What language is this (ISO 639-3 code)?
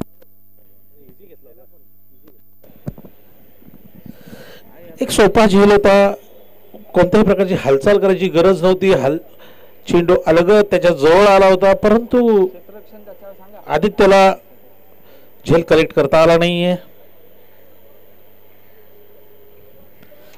mar